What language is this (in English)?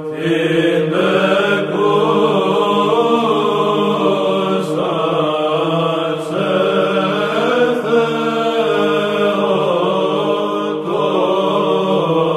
Greek